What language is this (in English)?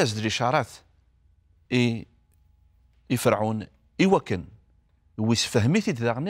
Kabyle